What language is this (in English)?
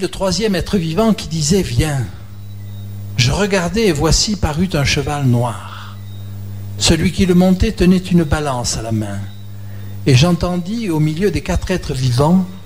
French